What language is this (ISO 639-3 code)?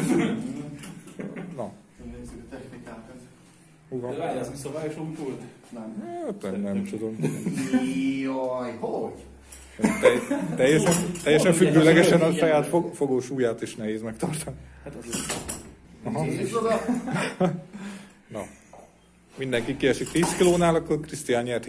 hun